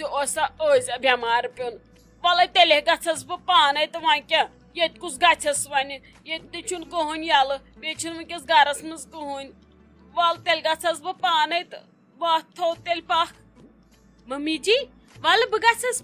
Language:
Kashmiri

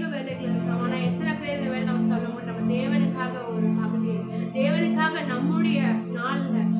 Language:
Tamil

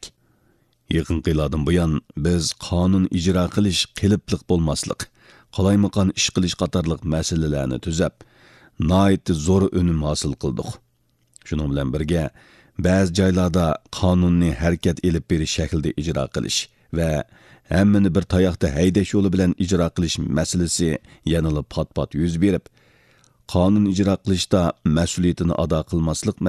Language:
Uyghur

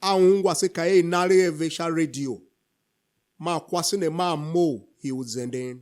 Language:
Tiv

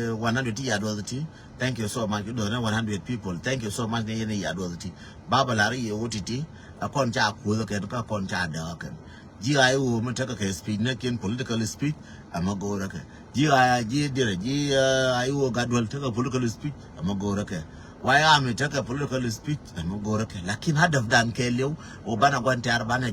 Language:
Nuer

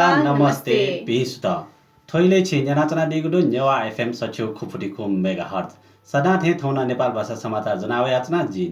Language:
Newari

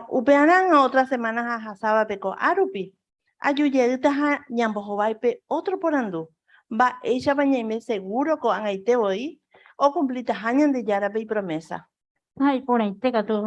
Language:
Guarani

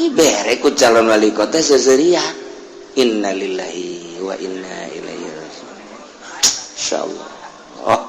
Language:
Sundanese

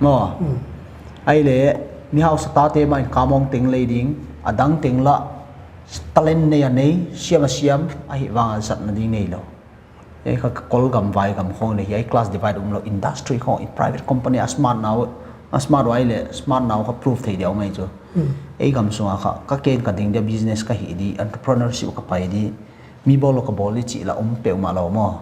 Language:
Paite Chin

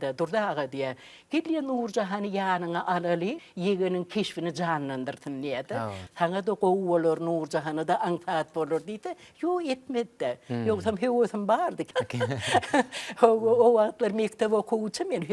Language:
Turkmen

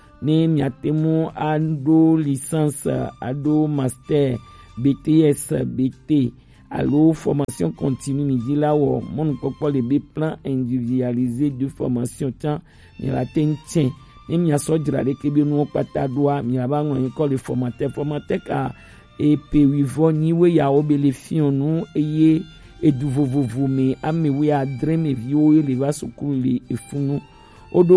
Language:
Gen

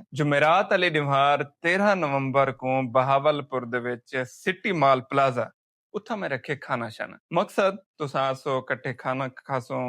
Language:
Saraiki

